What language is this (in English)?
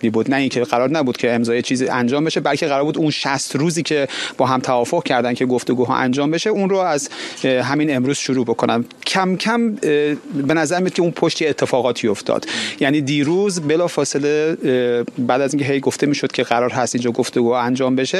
Persian